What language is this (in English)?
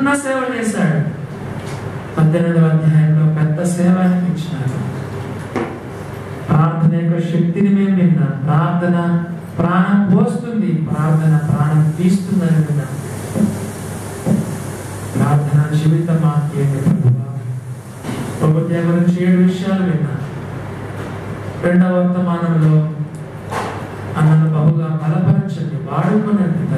Telugu